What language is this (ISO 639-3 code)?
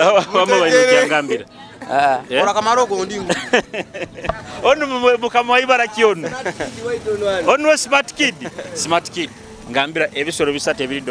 nyo